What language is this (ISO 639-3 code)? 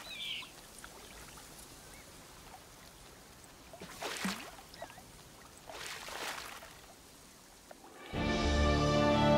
deu